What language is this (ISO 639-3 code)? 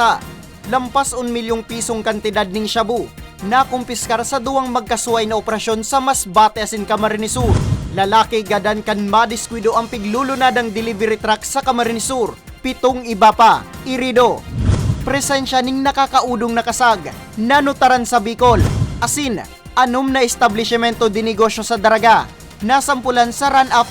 bik